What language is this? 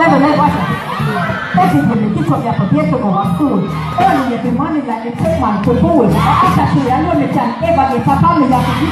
Jamaican Creole English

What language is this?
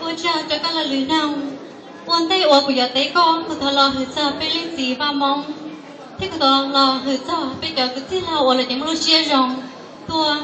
Hmong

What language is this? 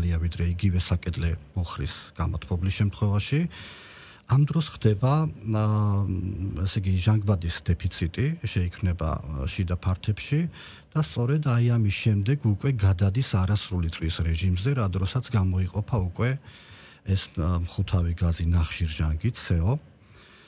Georgian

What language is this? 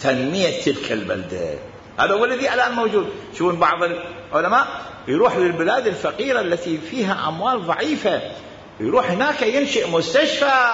Mesopotamian Arabic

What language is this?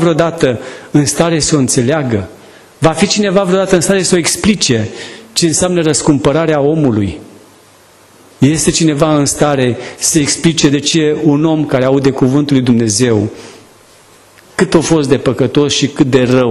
Romanian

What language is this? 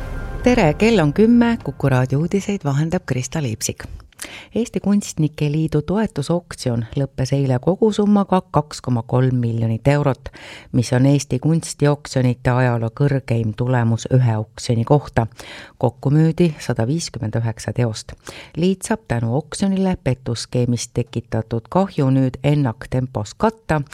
Estonian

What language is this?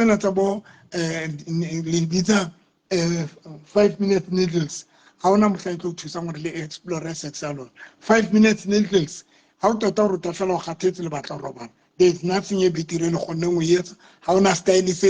Southern Sotho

